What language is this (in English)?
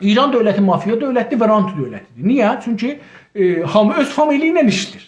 South Azerbaijani